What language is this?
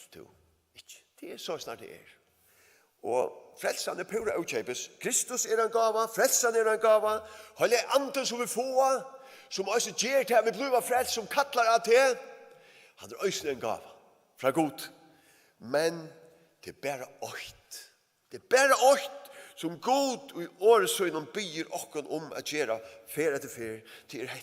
Faroese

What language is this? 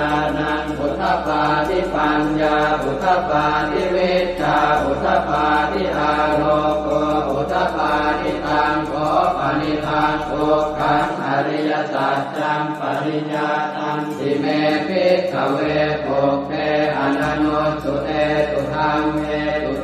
Pali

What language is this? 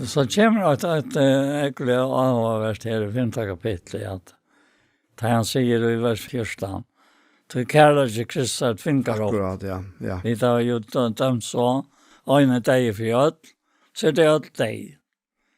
Faroese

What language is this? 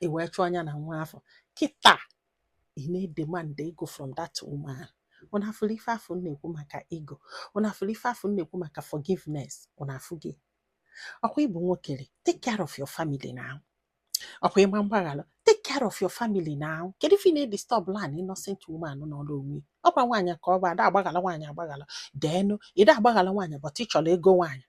Igbo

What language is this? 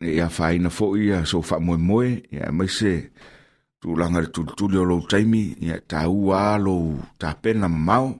Samoan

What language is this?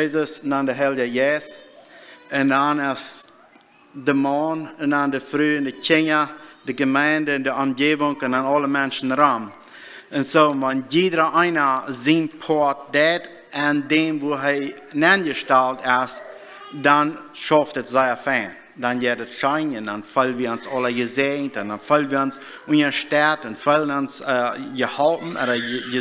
Plautdietsch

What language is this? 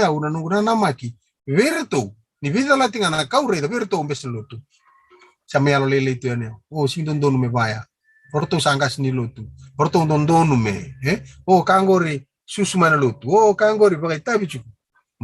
Fijian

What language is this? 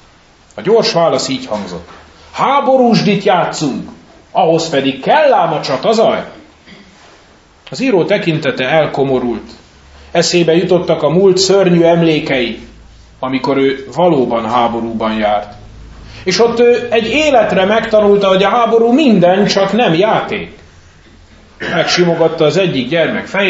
Hungarian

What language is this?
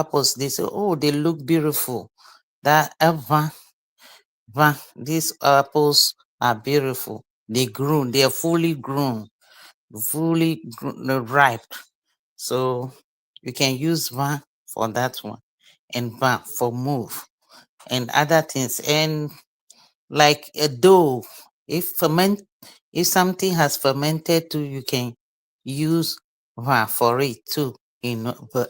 Ewe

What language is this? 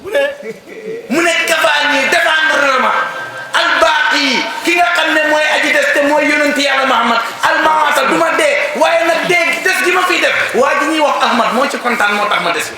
Wolof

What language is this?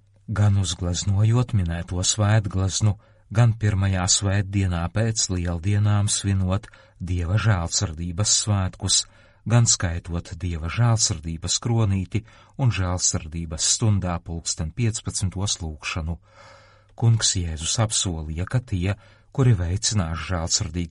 Latvian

